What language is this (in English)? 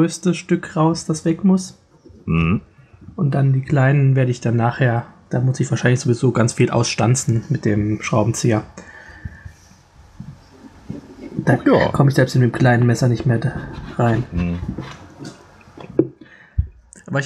German